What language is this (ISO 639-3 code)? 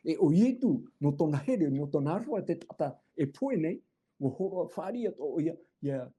tah